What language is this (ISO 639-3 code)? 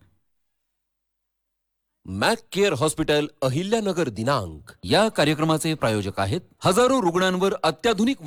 mar